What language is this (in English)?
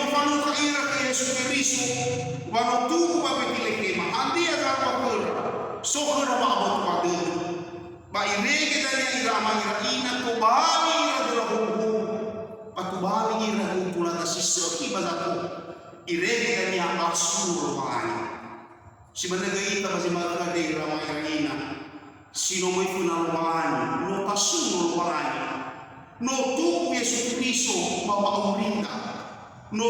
Nias